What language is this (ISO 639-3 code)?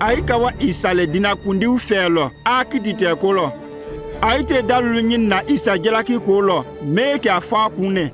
mku